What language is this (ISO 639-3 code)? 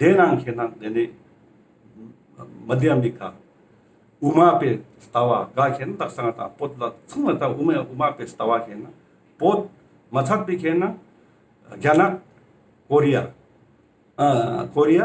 lbj